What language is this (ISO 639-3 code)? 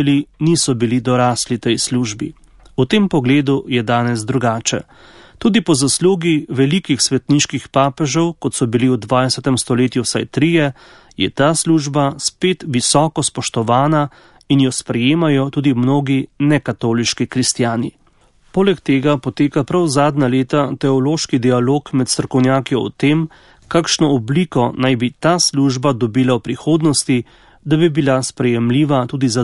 slv